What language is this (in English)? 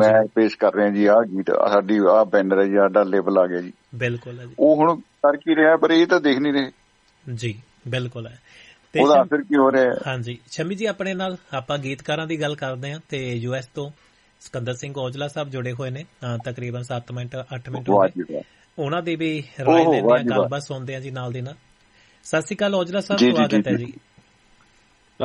Punjabi